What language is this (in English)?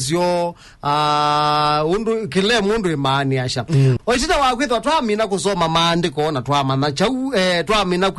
Kamba